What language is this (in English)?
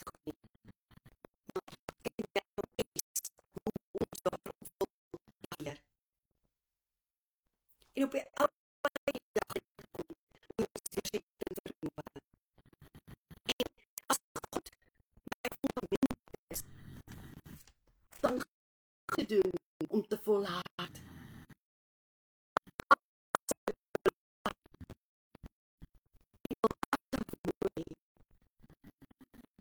Afrikaans